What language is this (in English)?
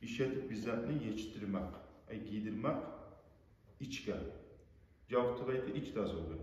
Kumyk